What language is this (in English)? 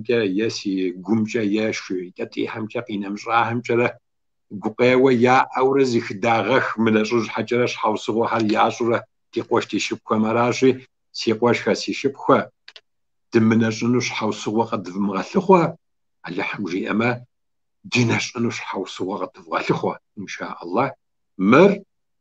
Kabardian